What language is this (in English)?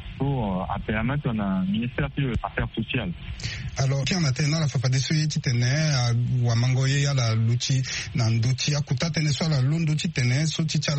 Sango